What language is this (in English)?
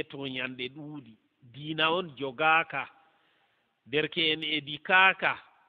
Fula